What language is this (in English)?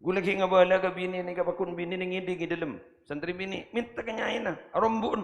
Madurese